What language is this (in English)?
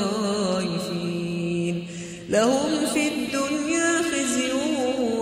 Arabic